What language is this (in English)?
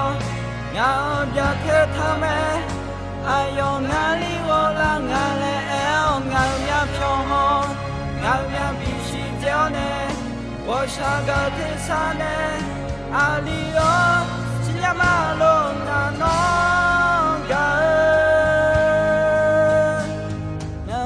Akha